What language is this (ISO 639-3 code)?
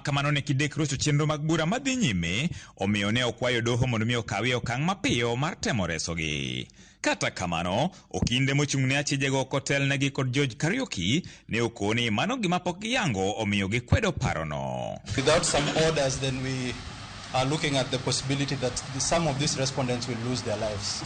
luo